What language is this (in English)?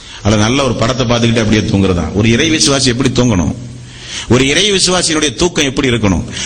Tamil